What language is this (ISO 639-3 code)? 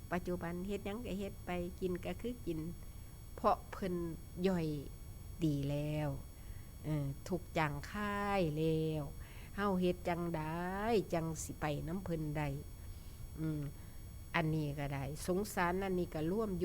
tts